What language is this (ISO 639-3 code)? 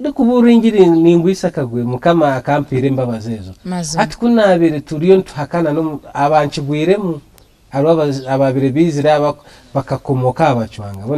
nyn